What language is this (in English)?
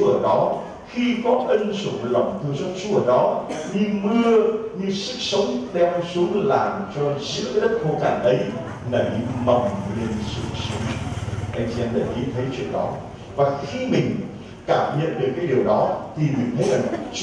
Vietnamese